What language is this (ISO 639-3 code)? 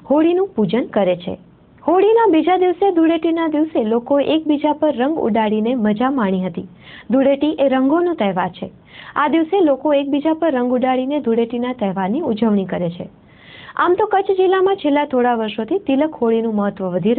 guj